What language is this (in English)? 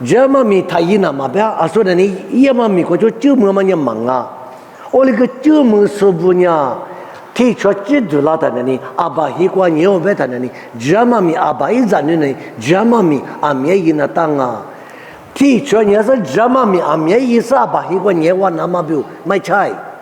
Lisu